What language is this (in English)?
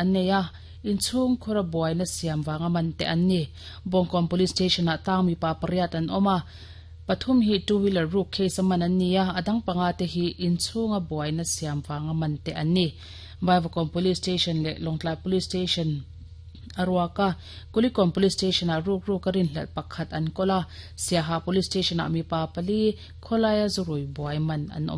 Mizo